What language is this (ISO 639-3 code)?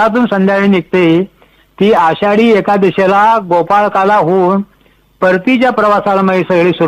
mar